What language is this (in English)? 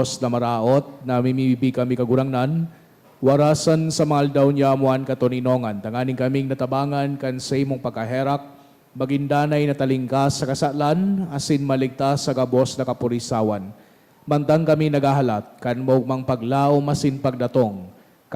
Bikol